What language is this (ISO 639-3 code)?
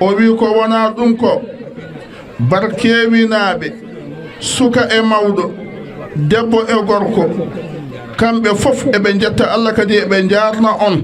ful